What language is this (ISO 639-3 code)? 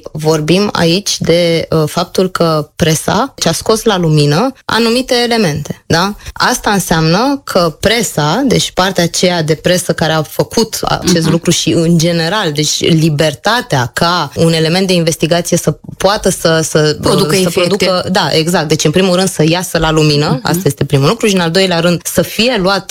ron